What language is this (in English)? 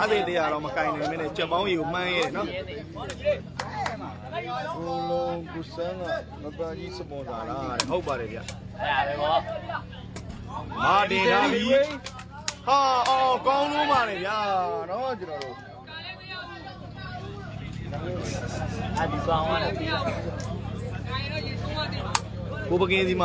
Burmese